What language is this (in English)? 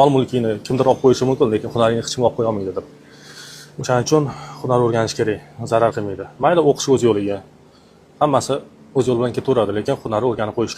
Uzbek